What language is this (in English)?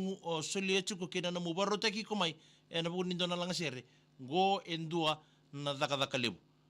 Fijian